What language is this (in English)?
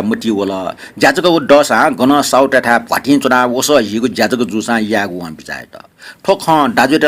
Newari